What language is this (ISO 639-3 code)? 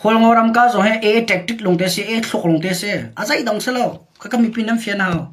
cnh